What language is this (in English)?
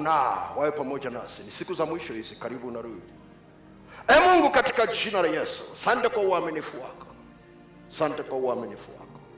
Swahili